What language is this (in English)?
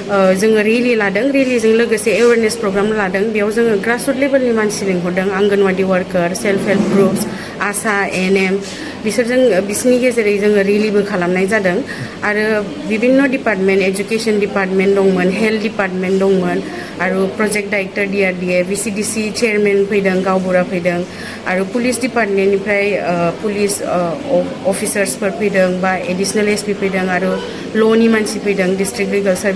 Bodo